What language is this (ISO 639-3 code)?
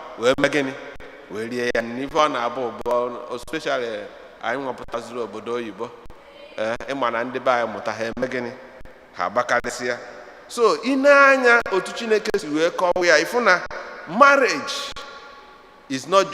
ibo